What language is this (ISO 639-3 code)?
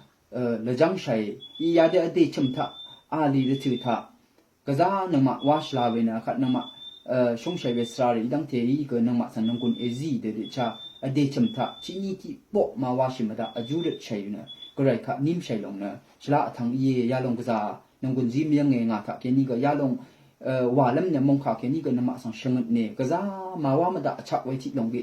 raw